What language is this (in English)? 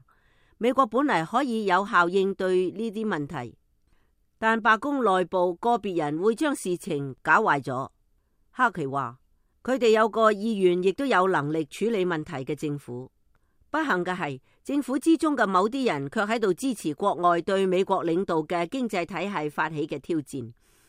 Cantonese